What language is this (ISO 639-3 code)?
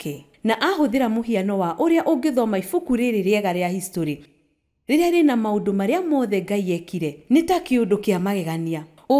kik